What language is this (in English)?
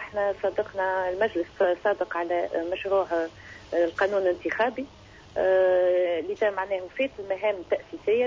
Tunisian Arabic